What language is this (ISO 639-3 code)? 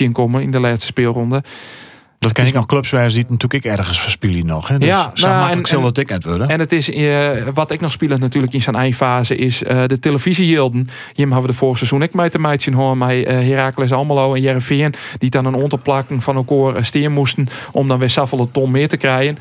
fry